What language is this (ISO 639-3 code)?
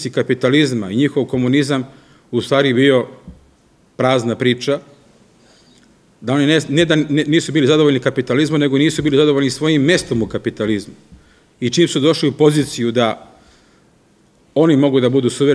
srp